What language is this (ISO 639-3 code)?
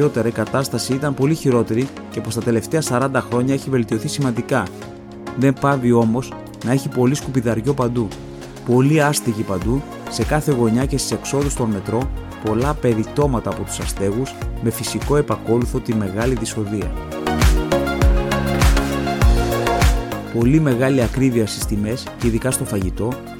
ell